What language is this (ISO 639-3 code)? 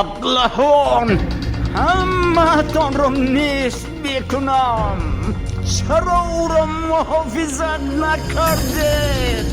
tgk